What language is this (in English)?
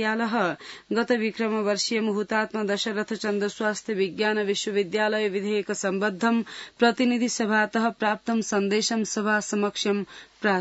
Sanskrit